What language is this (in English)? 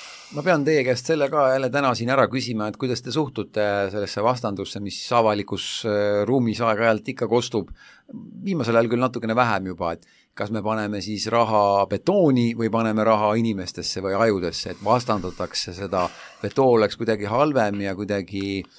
Estonian